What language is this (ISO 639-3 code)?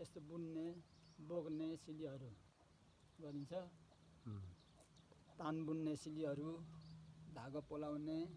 nep